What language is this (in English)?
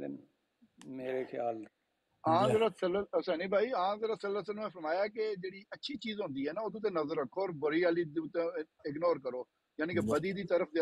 Punjabi